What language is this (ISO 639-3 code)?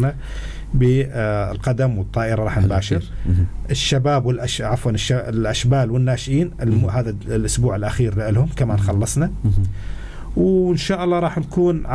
apc